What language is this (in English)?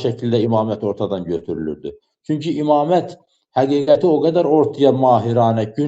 Azerbaijani